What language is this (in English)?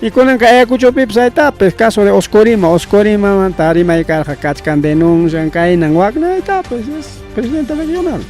Ayacucho Quechua